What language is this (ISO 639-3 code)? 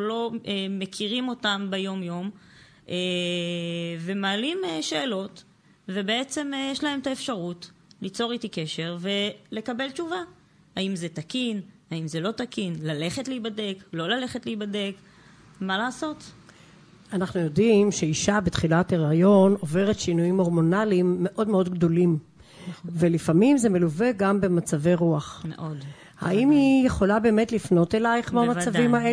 heb